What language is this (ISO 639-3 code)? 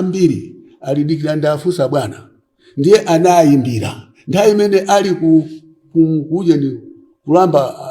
nya